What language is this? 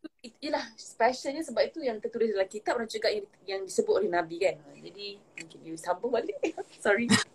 Malay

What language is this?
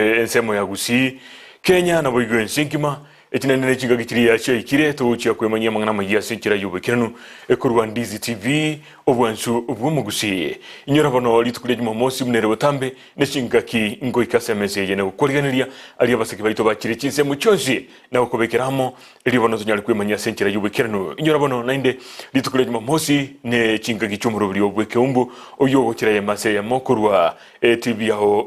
Gusii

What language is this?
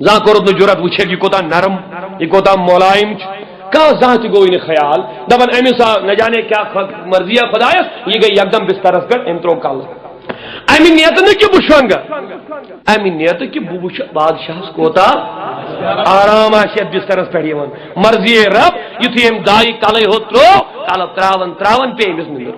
Kashmiri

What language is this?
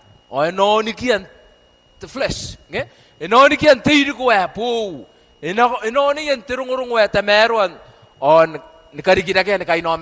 Gilbertese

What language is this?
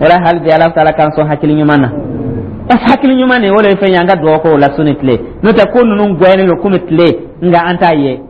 Dyula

